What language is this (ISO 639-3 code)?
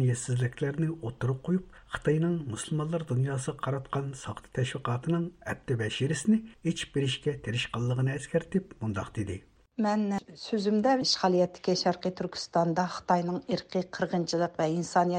uig